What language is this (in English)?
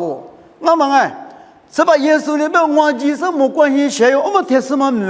Lisu